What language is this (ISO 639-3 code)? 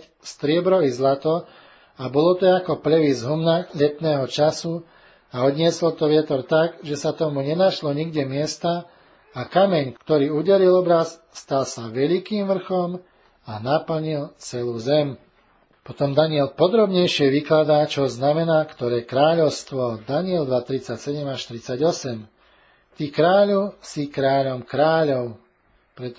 slk